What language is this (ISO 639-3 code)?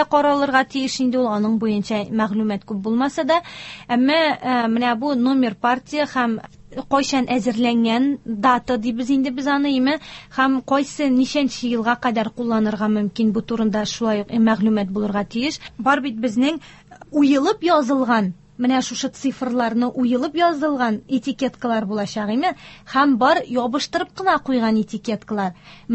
tat